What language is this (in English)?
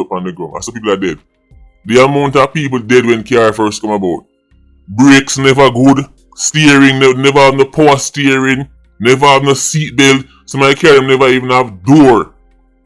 Jamaican Creole English